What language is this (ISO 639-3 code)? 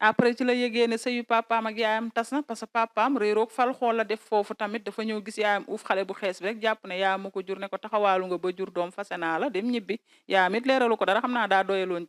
wol